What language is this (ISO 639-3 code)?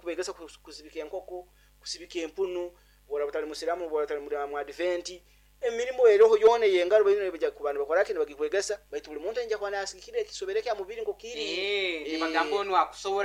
nyo